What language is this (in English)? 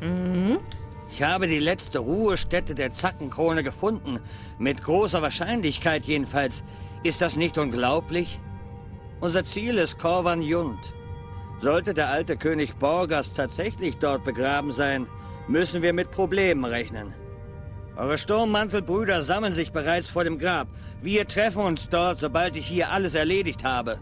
Swiss German